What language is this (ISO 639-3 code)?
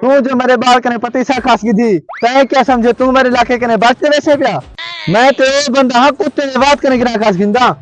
skr